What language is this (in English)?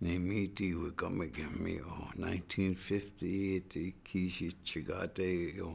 Chippewa